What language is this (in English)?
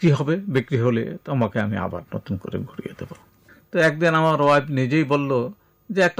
Bangla